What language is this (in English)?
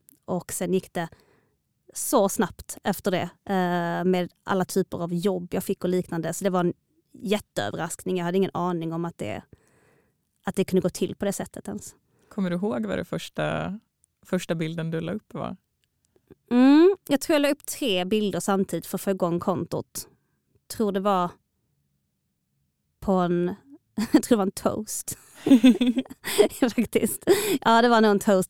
Swedish